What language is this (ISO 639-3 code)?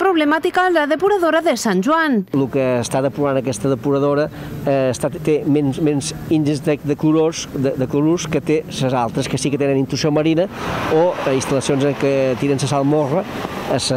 cat